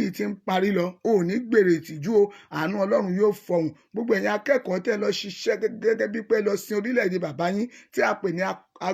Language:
Yoruba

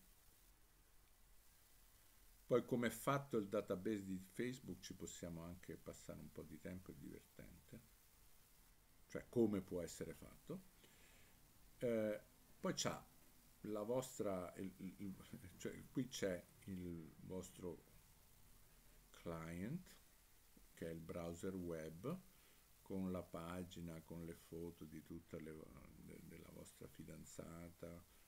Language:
Italian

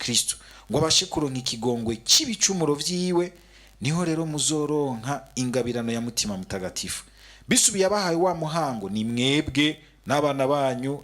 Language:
Rundi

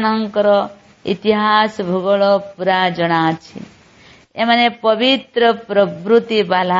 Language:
Odia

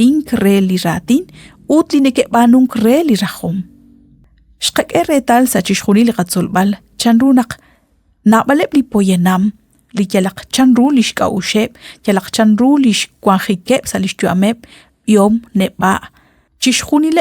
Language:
Kekchí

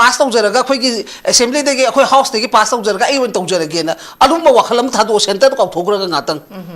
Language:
Manipuri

